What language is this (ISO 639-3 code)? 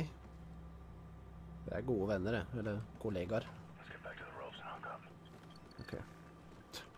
nor